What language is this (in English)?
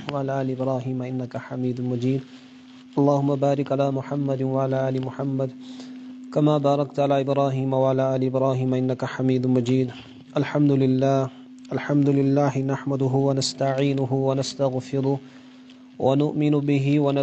Kashmiri